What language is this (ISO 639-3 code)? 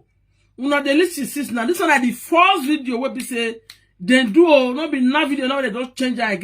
pcm